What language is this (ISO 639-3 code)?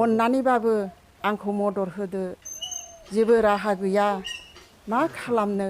brx